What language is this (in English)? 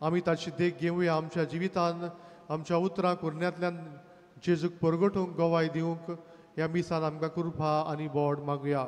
Konkani